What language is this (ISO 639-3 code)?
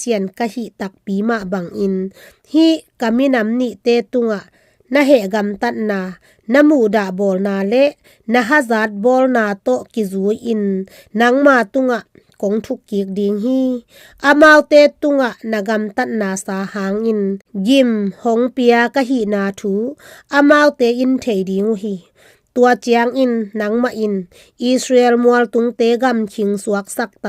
ctd